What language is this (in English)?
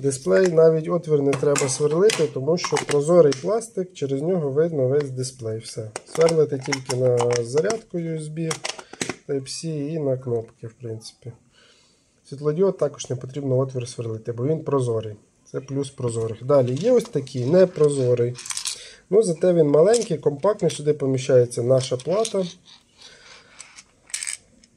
Ukrainian